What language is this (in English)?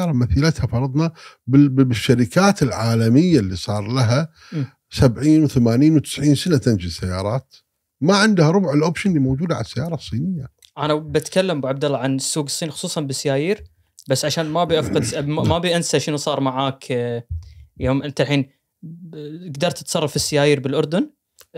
Gulf Arabic